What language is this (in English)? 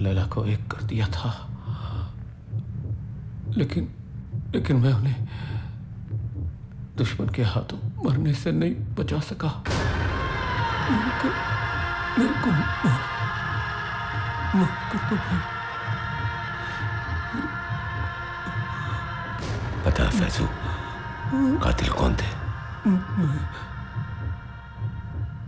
Hindi